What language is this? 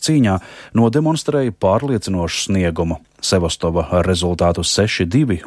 Latvian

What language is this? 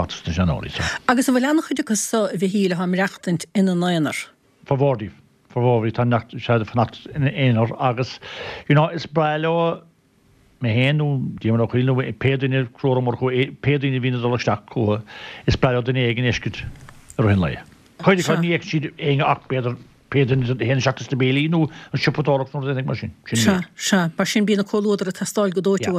Irish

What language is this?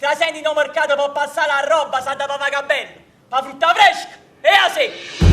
Neapolitan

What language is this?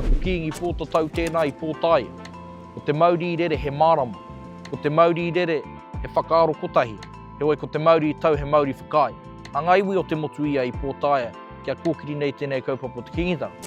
Māori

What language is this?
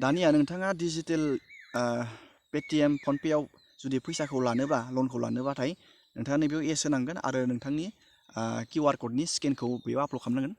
Bodo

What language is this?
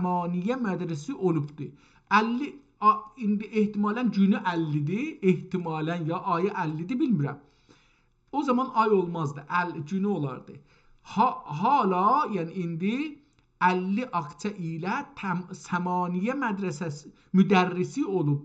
South Azerbaijani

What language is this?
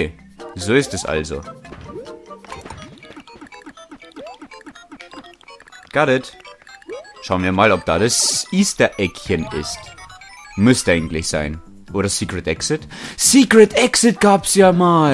German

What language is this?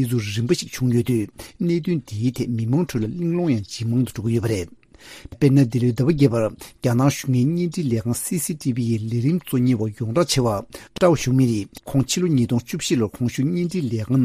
Tibetan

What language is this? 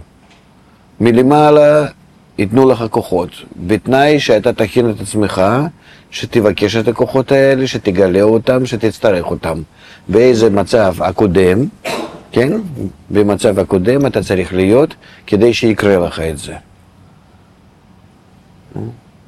Hebrew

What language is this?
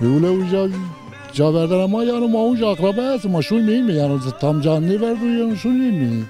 Zaza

